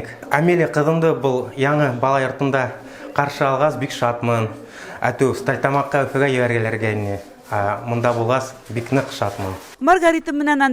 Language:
Bashkir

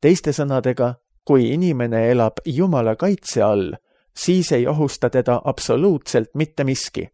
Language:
Estonian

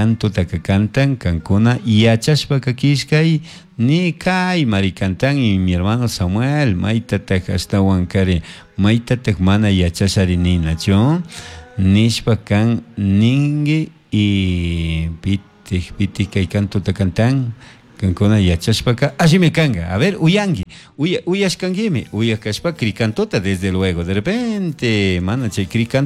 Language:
Chimborazo Highland Quichua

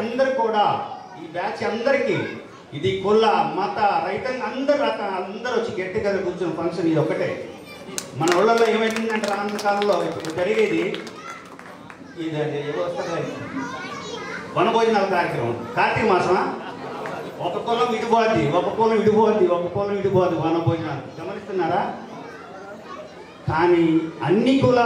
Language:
Telugu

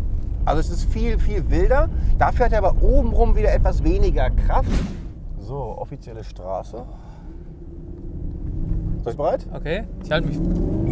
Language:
German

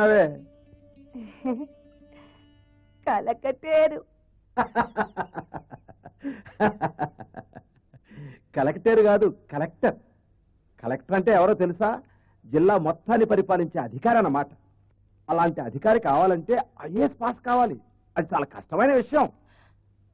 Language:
Telugu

